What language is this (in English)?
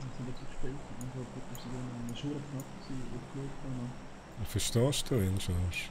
Swiss German